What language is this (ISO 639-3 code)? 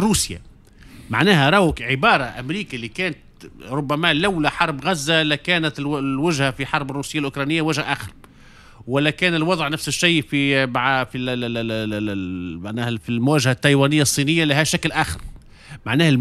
aeb